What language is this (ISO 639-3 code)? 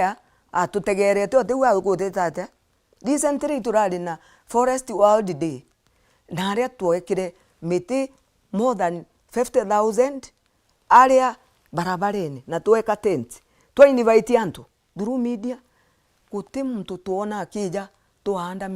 mer